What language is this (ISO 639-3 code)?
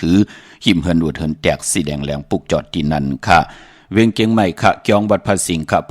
shn